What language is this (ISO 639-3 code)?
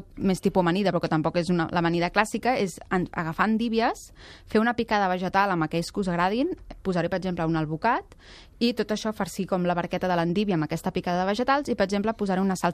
cat